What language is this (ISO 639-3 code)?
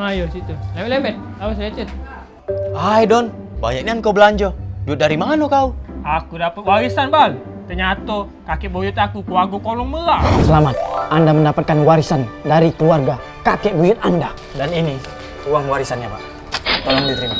mui